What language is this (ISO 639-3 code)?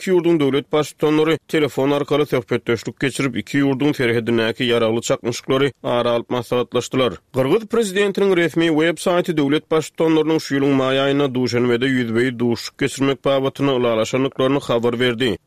tuk